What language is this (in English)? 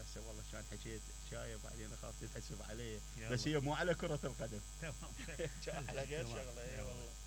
Mesopotamian Arabic